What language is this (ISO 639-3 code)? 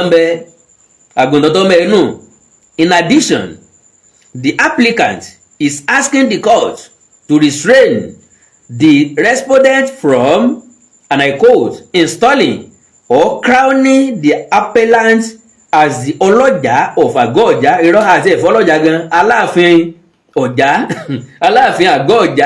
yor